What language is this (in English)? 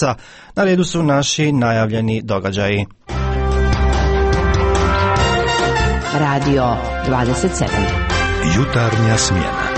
Croatian